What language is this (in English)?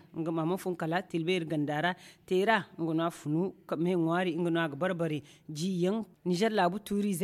Zarma